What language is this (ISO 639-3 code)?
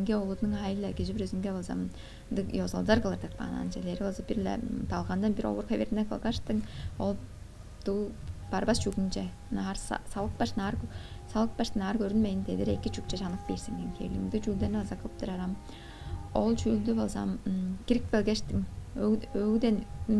tyv